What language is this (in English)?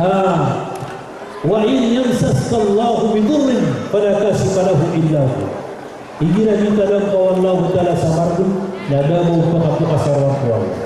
Maranao